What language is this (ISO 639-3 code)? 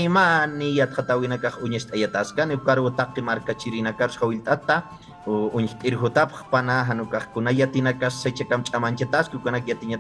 aym